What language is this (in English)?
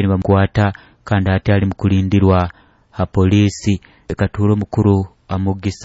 Nyoro